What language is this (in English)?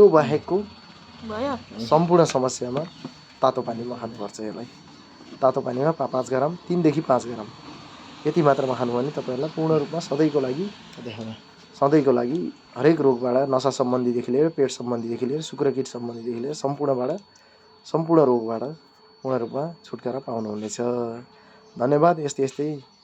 Nepali